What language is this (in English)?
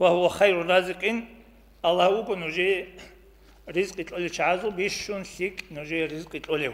Avaric